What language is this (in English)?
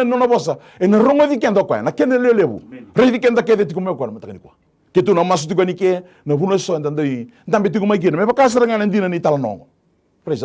Fijian